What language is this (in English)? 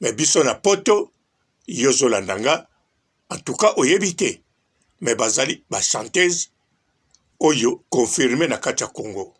Lingala